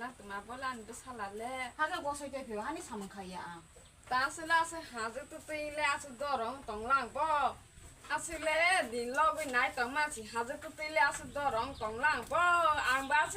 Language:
Kok Borok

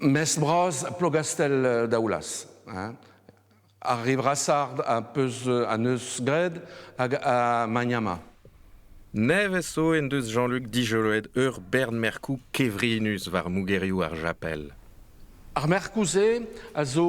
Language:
Breton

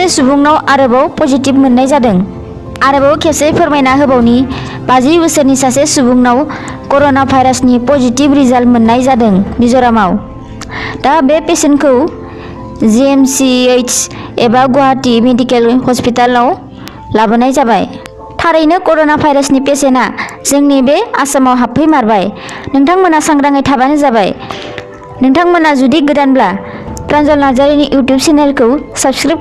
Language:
Bodo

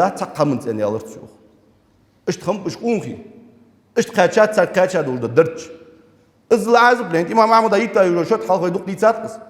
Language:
Ingush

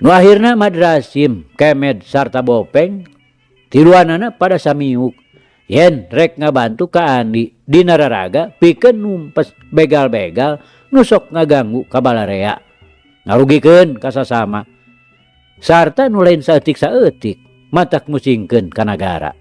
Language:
Sundanese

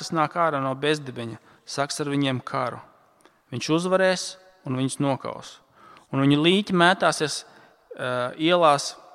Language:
Latvian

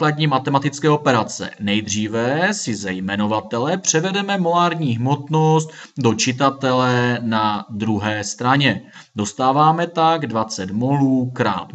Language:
Czech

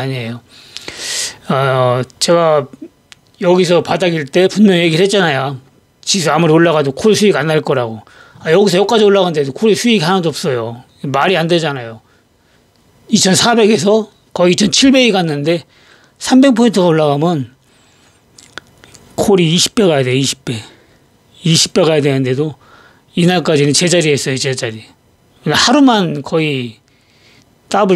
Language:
Korean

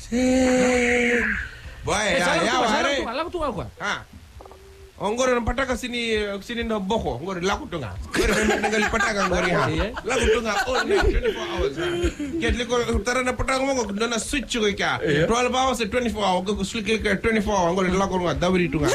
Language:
Fijian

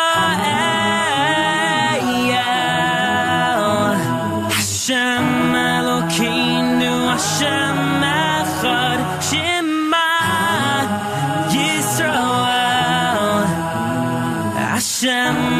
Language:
Hebrew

